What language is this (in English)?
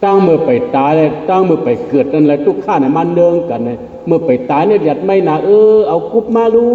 Shan